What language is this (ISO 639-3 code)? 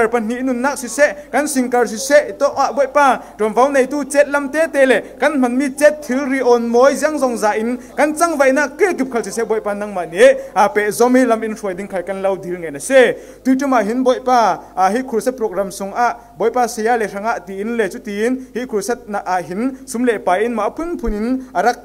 cfm